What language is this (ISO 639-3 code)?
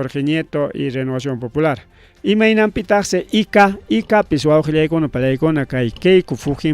quy